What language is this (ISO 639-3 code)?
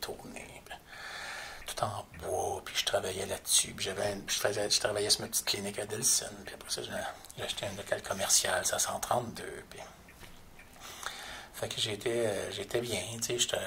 fra